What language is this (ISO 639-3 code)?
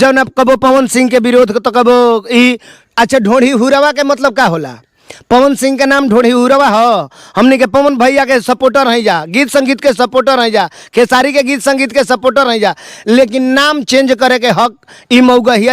bho